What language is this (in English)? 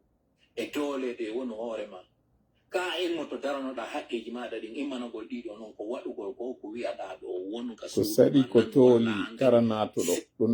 Pular